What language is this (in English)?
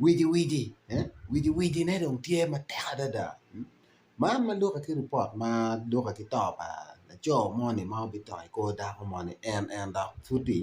Acoli